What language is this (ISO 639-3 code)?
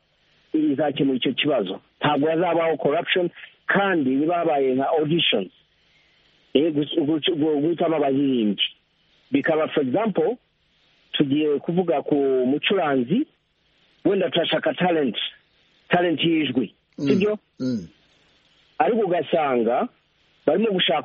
kin